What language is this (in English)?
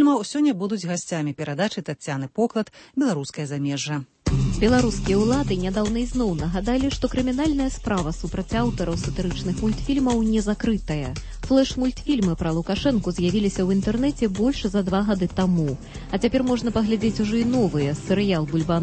Belarusian